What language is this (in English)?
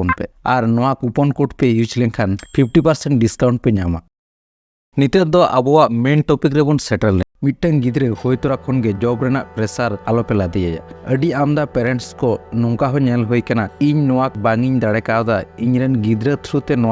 Santali